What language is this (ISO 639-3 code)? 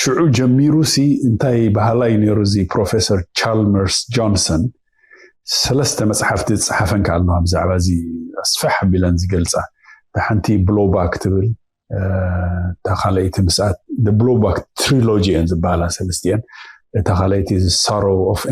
tir